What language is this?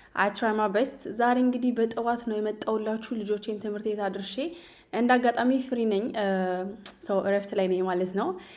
Amharic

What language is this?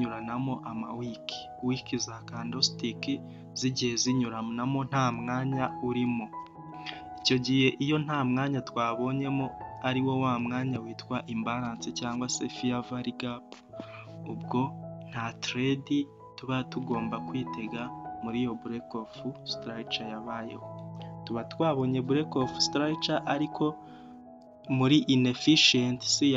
Kinyarwanda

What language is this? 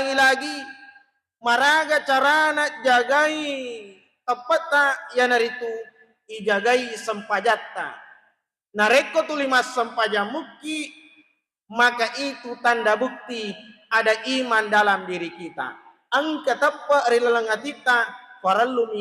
Buginese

